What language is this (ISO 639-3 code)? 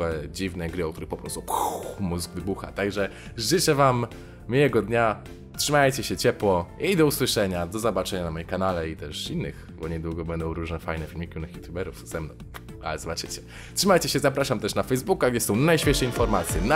pol